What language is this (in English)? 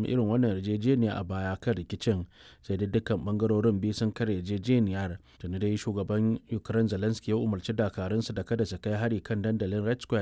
Hausa